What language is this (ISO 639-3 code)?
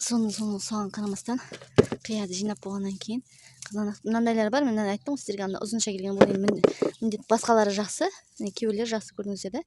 kaz